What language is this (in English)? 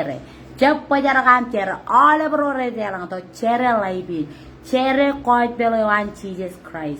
Marshallese